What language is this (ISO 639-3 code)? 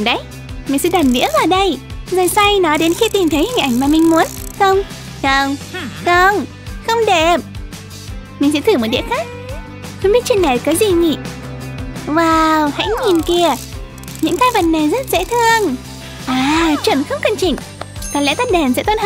vie